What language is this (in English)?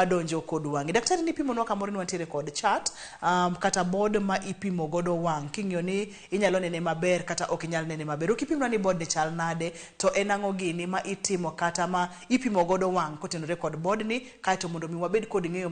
Luo (Kenya and Tanzania)